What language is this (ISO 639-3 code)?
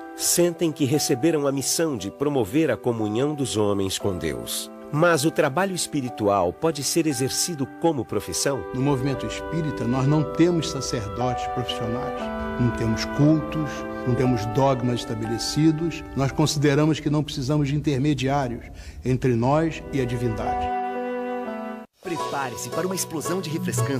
por